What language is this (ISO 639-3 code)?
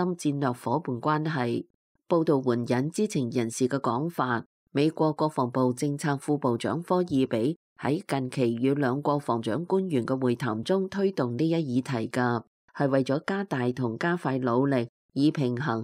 yue